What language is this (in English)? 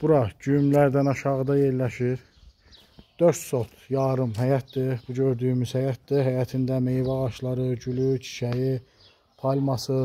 Azerbaijani